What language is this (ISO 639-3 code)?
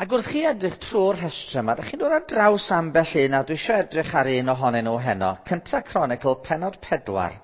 cym